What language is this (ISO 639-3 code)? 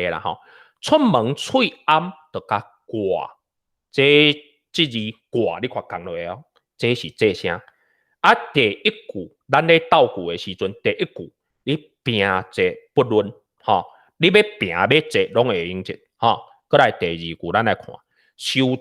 nan